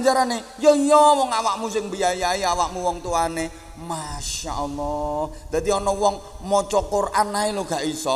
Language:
Javanese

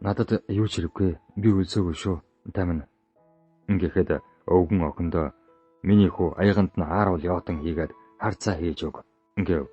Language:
Mongolian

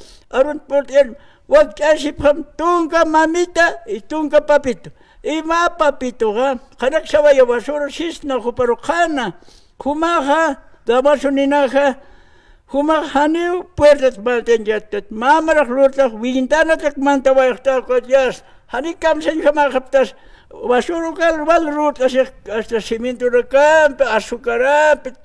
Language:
Aymara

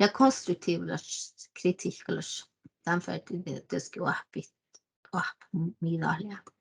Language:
Northern Sami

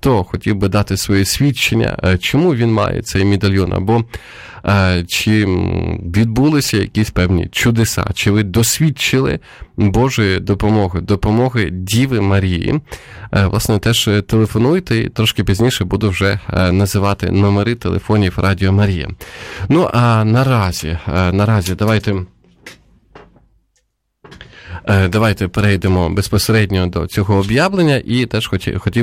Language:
Ukrainian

